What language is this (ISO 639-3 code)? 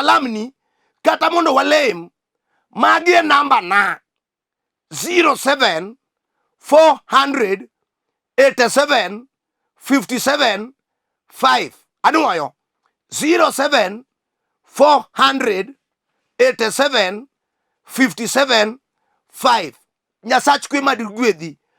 luo